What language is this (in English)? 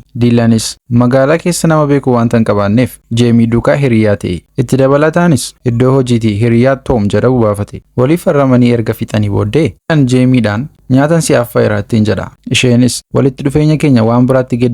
Oromo